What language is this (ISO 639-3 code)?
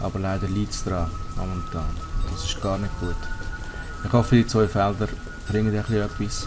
gsw